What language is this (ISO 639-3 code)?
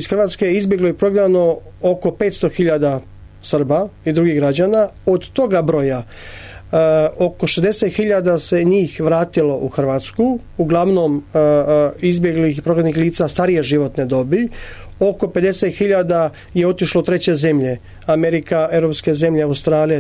hrv